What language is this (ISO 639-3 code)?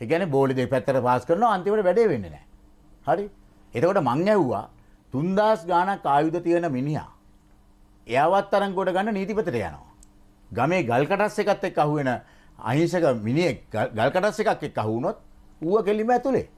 sin